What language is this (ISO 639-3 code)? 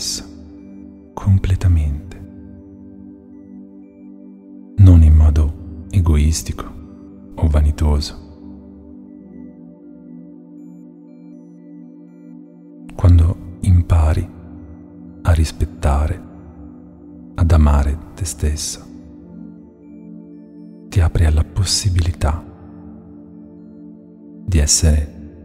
ita